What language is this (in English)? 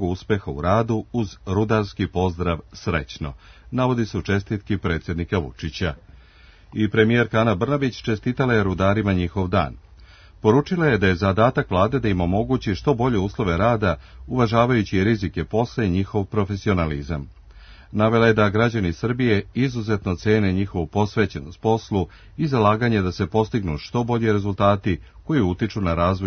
Serbian